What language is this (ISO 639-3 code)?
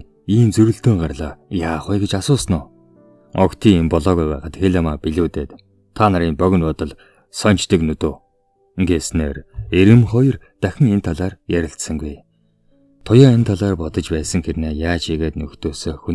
mon